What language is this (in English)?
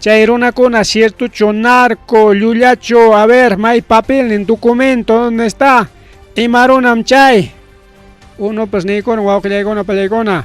Ayacucho Quechua